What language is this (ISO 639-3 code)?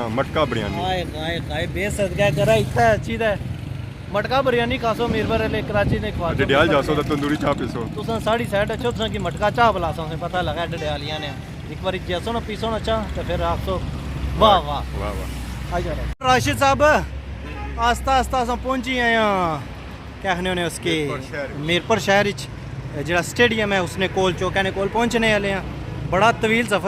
phr